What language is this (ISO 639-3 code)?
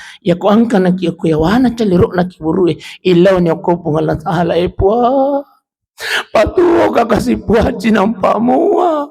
bug